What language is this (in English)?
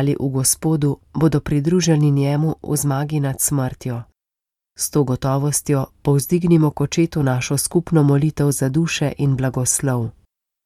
Slovenian